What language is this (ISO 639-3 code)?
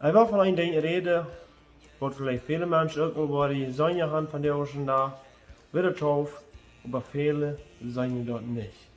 pdt